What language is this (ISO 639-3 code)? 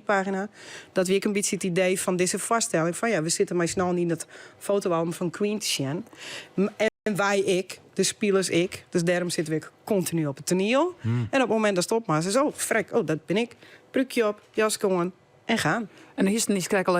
fry